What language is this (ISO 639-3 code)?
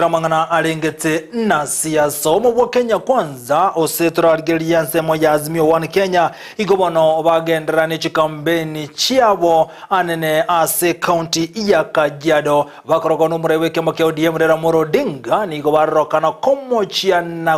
guz